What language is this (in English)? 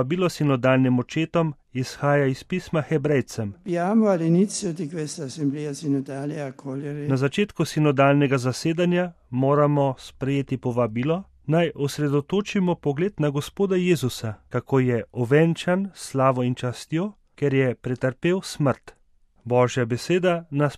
Slovenian